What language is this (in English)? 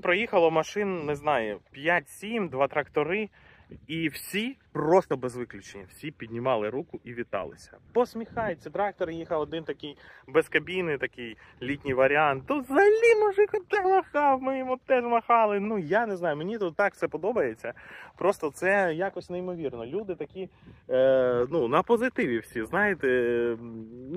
Ukrainian